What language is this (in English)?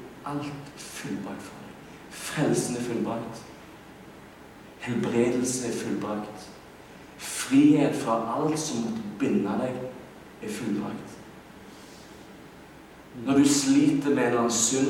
Norwegian